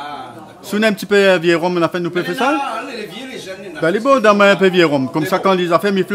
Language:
Réunion Creole French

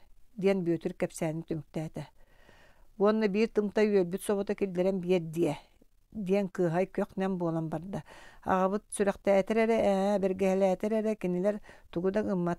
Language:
Yakut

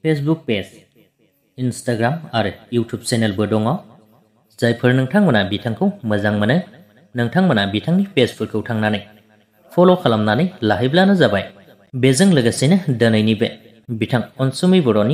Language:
Bodo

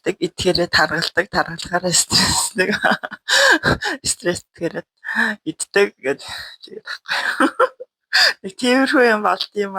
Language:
Mongolian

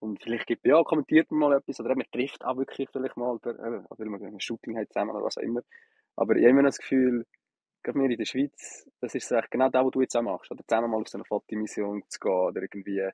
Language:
Swiss German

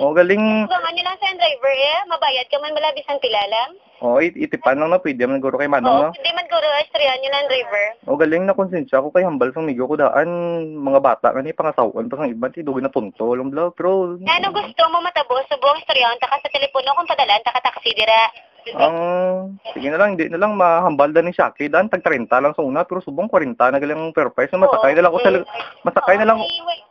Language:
Hiligaynon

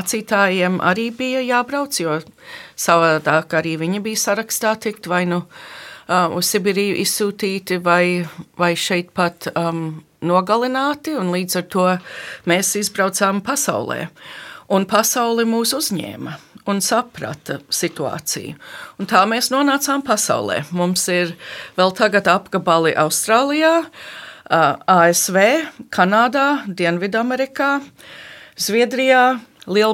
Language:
Latvian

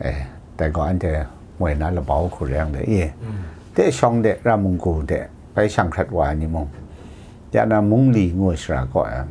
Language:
Kachin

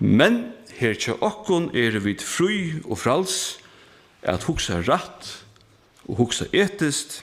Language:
Faroese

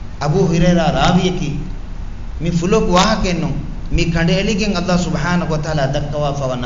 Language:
Divehi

